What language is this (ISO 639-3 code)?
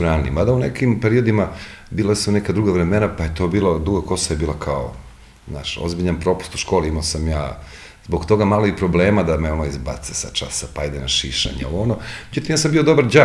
srp